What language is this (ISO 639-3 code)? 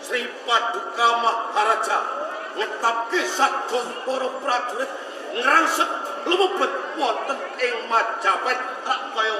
jav